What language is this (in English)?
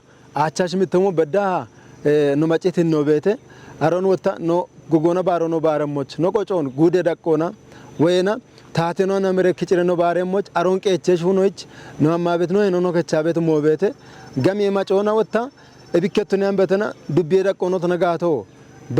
Kafa